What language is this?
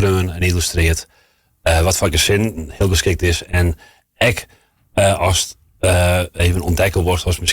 Western Frisian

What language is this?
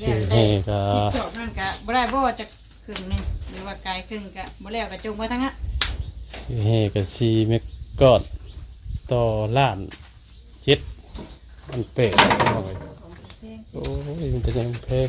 Northeastern Thai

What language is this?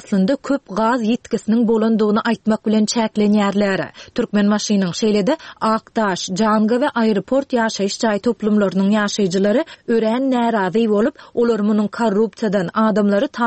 Turkmen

